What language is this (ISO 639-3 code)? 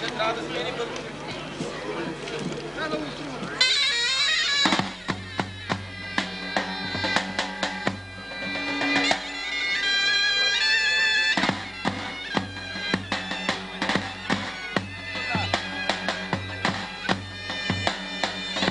bul